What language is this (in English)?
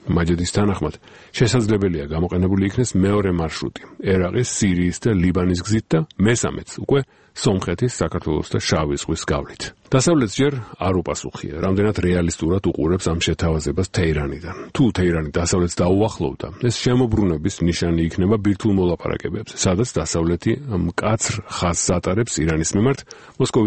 Georgian